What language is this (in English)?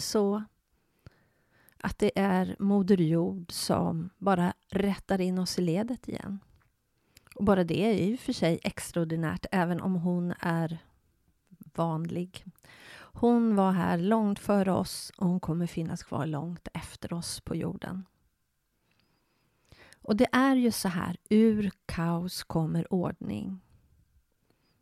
Swedish